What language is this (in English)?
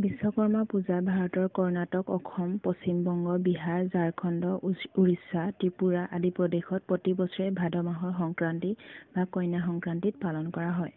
Assamese